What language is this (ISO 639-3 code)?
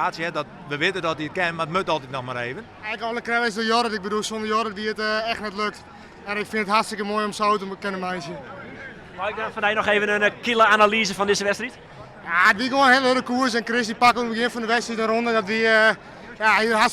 fry